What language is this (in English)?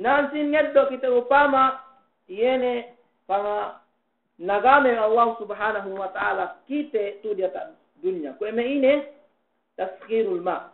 Yakan